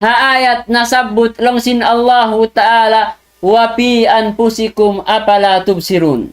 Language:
Tausug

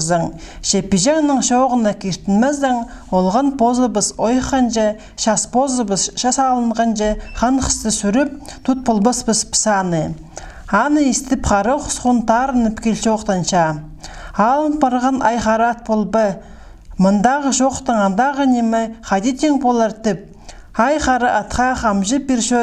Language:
Khakas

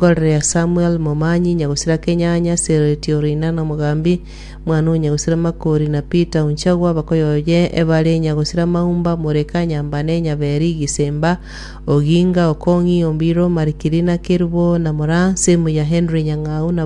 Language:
Gusii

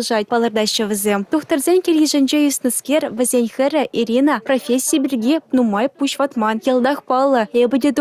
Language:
Chuvash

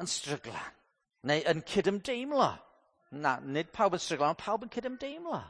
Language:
Welsh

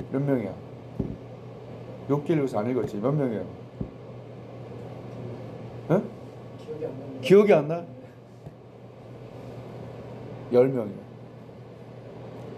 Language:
Korean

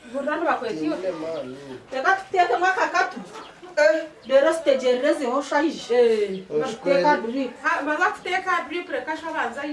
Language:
Nyankole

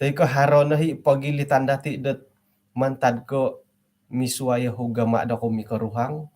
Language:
Central Dusun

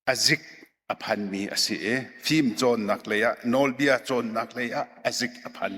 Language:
Hakha Chin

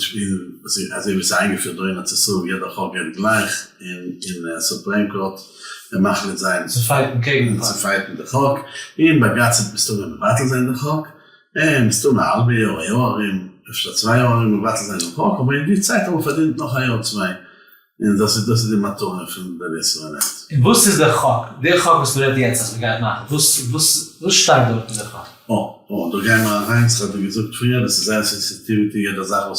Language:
Yiddish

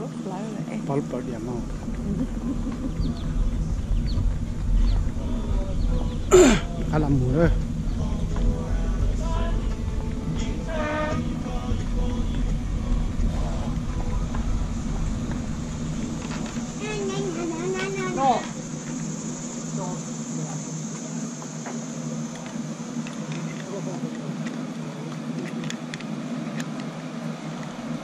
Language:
Vietnamese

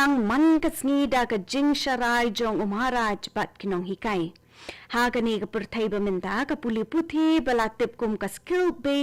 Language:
Khasi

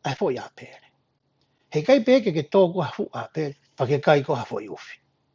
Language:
Tongan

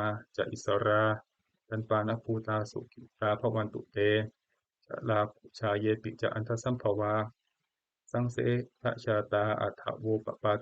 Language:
Pali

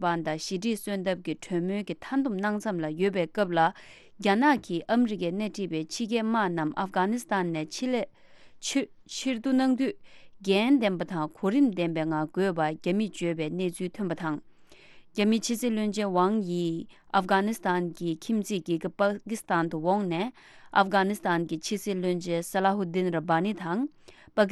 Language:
Tibetan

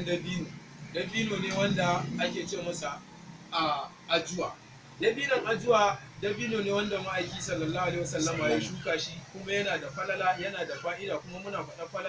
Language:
Hausa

